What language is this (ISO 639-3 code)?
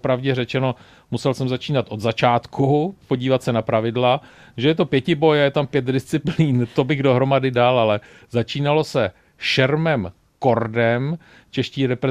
ces